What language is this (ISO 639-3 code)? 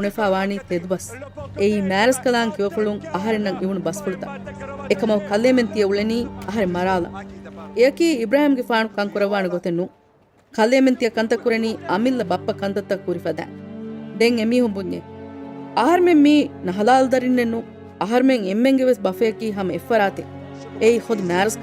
div